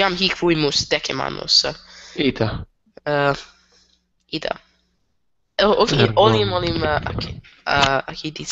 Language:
Latin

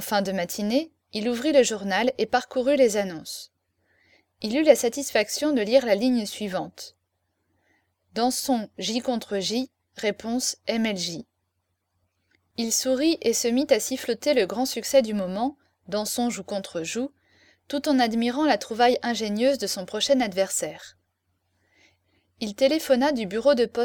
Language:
French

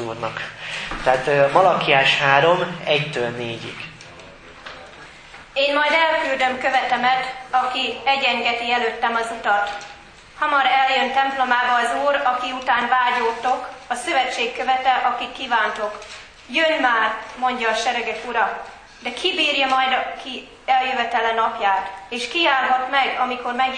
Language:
Hungarian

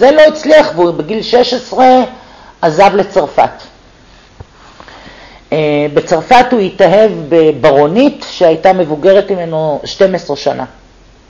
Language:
Hebrew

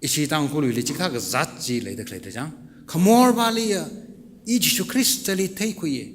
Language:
Tangkhul Naga (India)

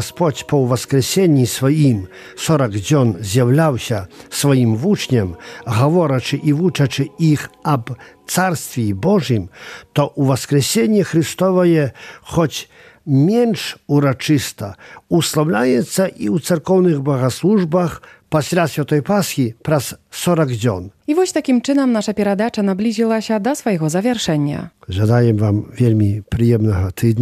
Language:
Belarusian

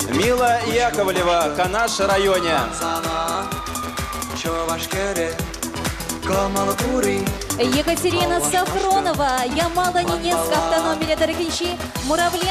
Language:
Chuvash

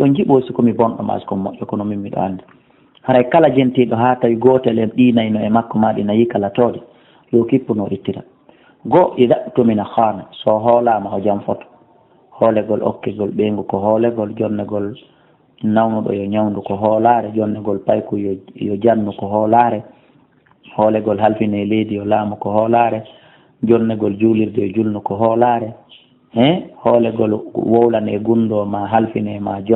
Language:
Fula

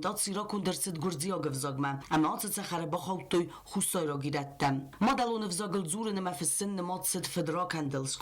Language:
Ossetic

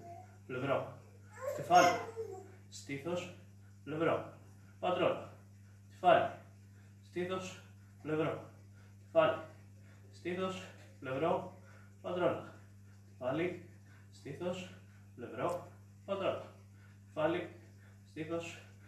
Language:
Greek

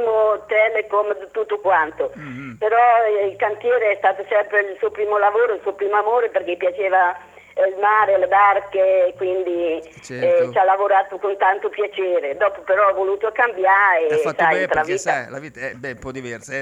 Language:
Italian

